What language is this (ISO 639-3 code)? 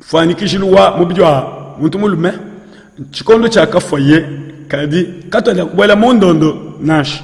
lua